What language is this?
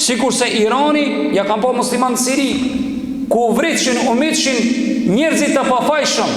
Albanian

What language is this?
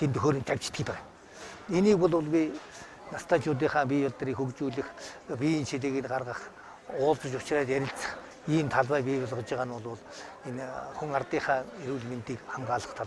Mongolian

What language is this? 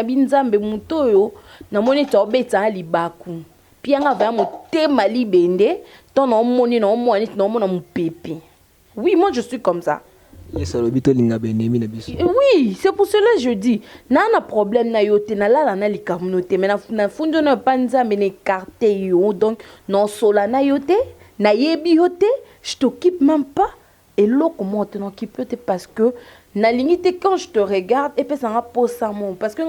Lingala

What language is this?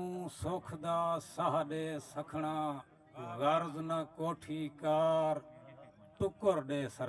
Saraiki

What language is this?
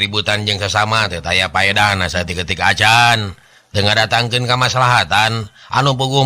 Sundanese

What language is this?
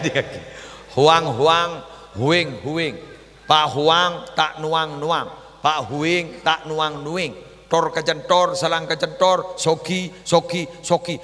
Madurese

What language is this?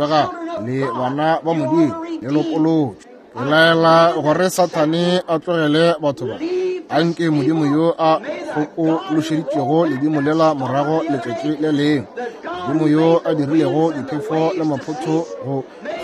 Northern Sotho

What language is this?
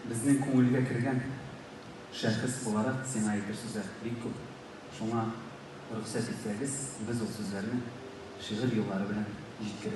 Tatar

